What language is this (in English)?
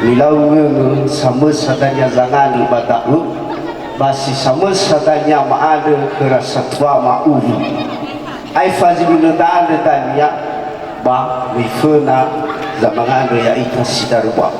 Nias